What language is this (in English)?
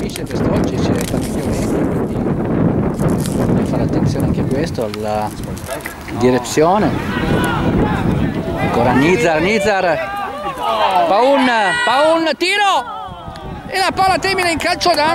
Italian